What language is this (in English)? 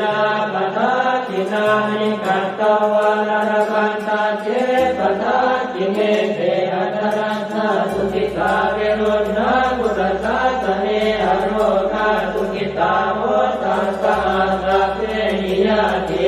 Pali